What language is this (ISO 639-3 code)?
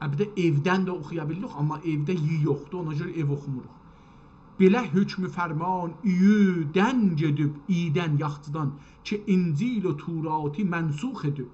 azb